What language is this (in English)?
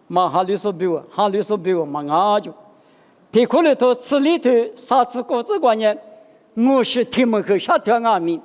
Lisu